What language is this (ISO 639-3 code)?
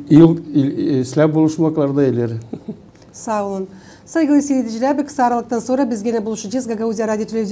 gag